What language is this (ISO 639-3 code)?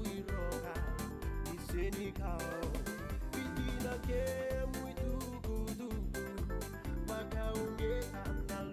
fij